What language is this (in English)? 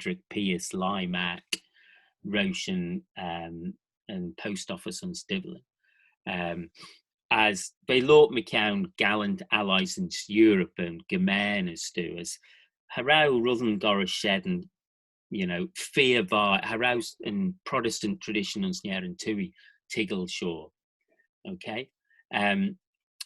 Manx